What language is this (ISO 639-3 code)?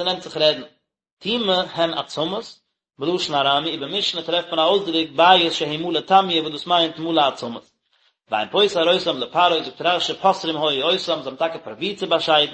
yid